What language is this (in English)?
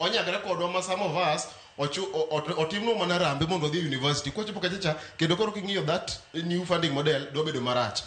Luo (Kenya and Tanzania)